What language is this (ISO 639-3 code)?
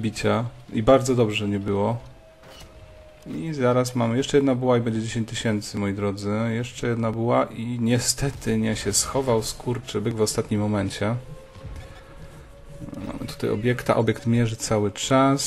pol